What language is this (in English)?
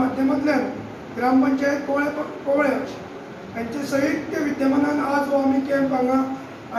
Konkani